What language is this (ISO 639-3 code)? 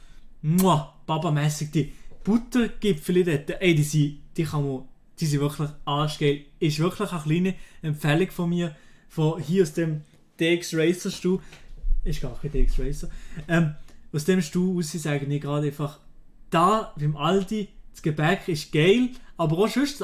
gsw